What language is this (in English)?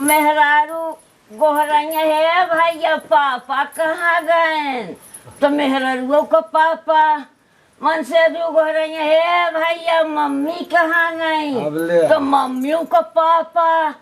Awadhi